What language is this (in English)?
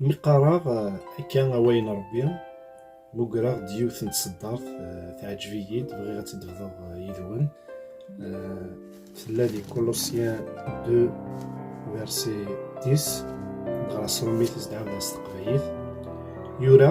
Kabyle